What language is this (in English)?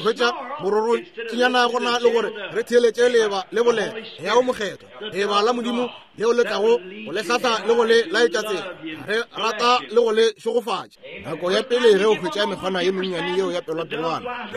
Northern Sotho